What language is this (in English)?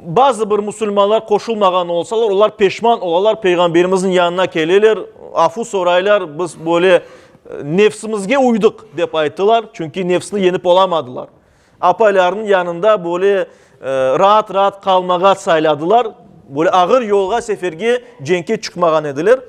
Crimean Tatar